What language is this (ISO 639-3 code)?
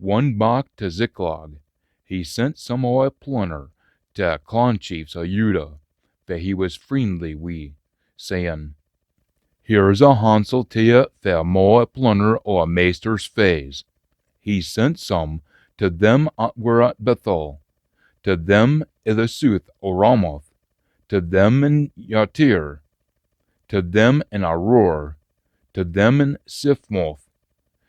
sco